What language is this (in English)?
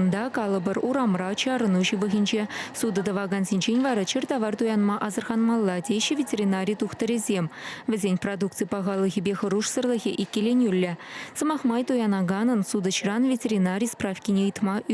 Chuvash